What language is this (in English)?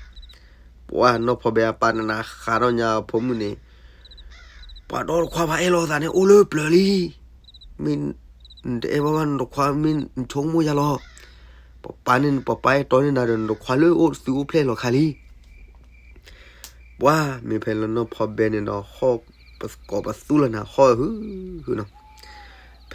S'gaw Karen